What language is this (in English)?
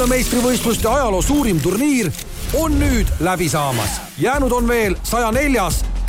Estonian